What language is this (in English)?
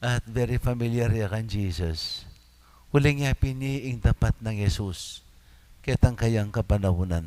Pampanga